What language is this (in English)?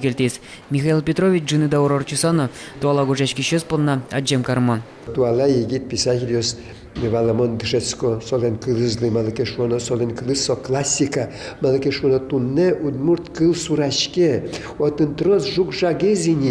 Udmurt